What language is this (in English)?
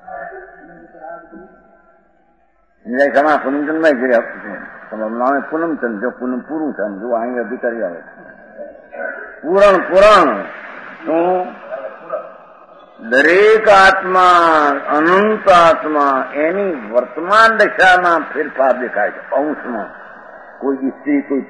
Gujarati